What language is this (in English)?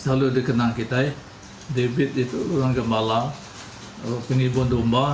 Iban